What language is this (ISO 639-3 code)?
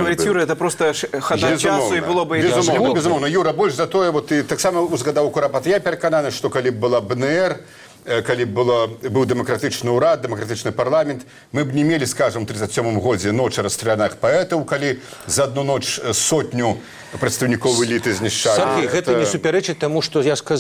bel